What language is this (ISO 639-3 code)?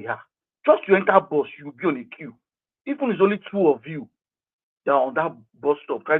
pcm